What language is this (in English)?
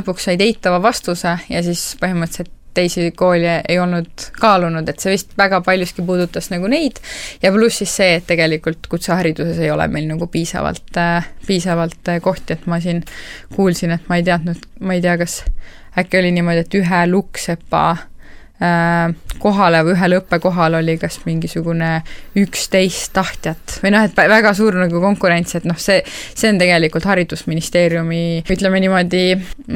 Estonian